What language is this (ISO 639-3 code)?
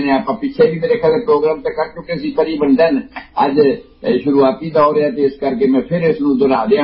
pan